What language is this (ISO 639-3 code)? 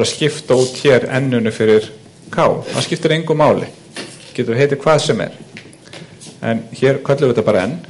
isl